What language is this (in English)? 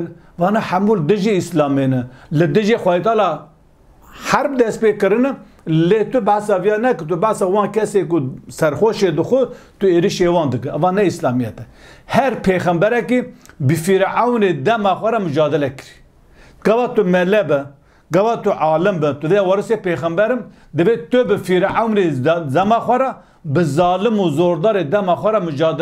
Kurdish